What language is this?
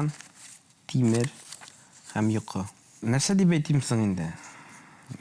Tatar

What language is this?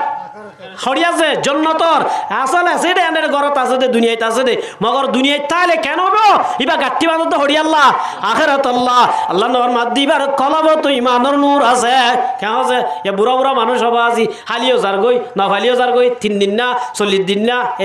Rohingya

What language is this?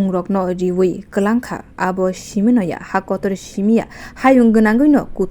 Kok Borok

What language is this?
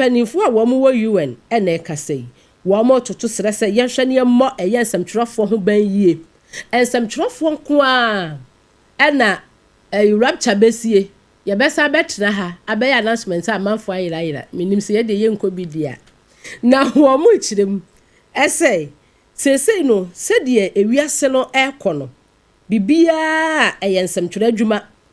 Akan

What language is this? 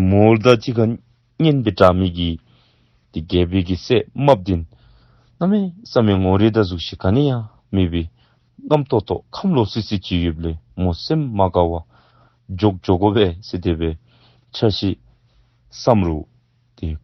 Dzongkha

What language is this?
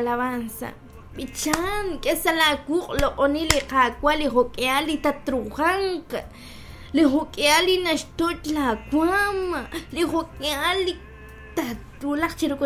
Kekchí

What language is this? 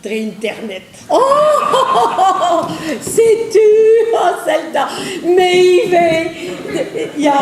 Breton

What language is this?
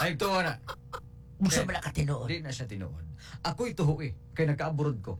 Cebuano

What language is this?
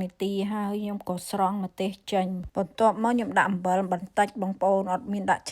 Khmer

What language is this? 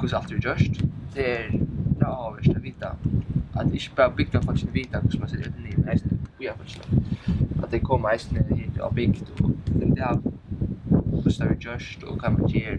Faroese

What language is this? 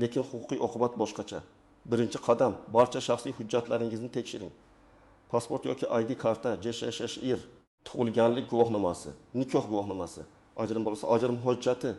Uzbek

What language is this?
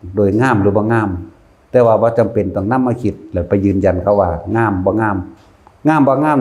Northeastern Thai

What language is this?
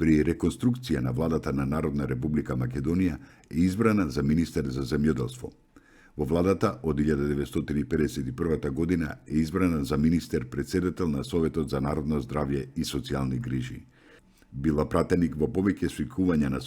Macedonian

